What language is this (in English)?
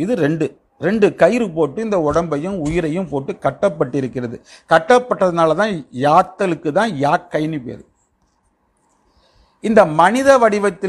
Tamil